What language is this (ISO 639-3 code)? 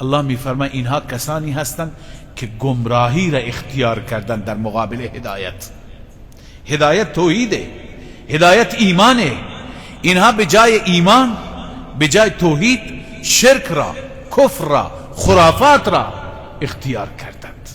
fas